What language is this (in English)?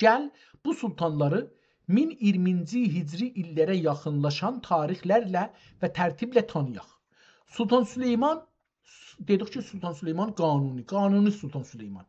South Azerbaijani